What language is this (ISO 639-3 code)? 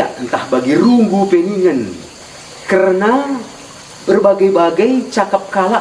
btx